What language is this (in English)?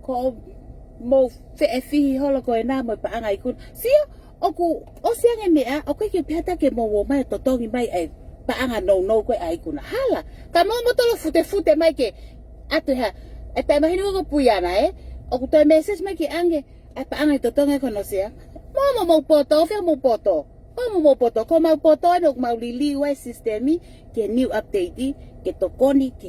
Tongan